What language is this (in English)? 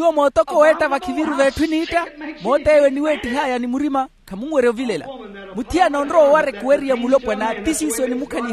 Makhuwa